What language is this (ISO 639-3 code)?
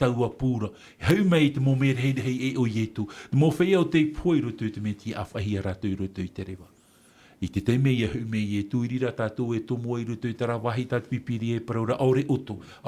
tah